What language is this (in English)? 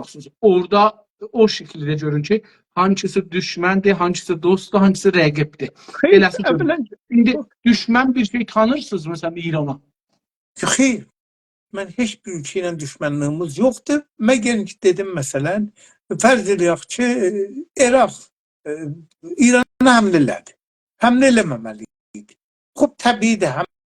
South Azerbaijani